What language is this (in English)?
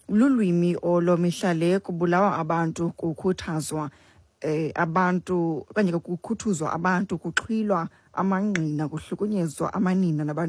Xhosa